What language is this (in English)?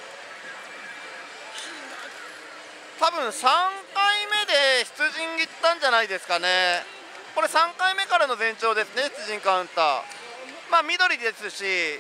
Japanese